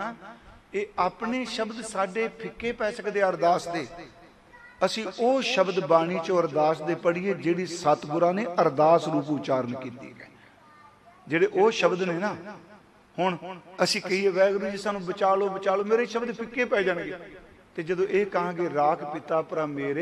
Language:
Punjabi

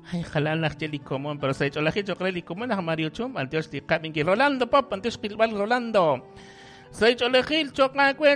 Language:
Kekchí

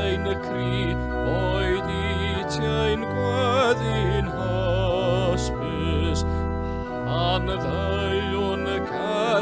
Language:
Welsh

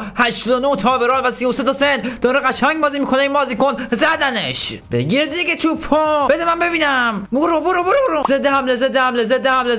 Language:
Persian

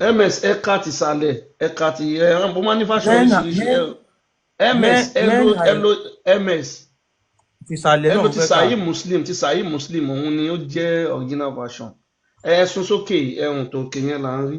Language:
Yoruba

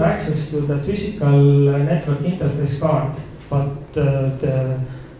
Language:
English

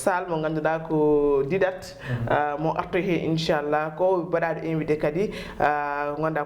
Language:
Fula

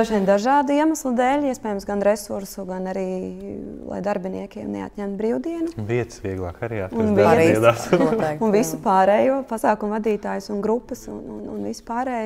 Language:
Latvian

